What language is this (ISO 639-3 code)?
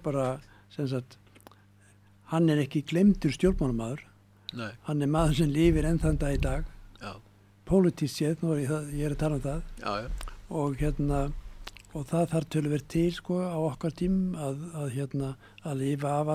isl